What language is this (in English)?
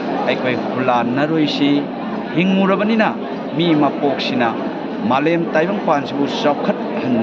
Manipuri